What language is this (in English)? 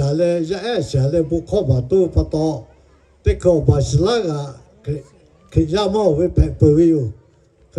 Lahu